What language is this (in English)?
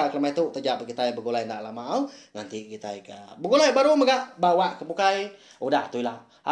Iban